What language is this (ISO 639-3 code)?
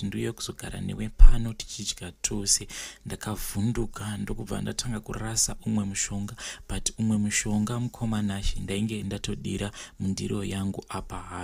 sna